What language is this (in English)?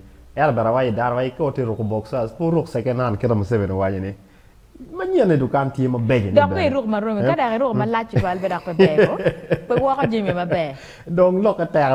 Acoli